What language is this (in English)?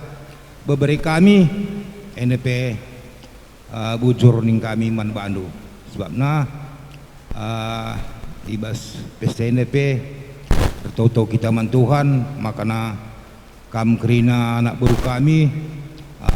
Batak Karo